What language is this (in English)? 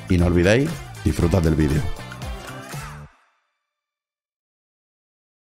Spanish